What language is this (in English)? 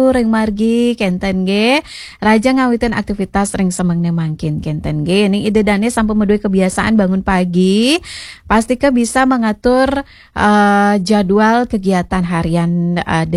Balinese